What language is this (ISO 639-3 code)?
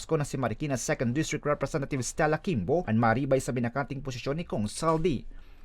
bik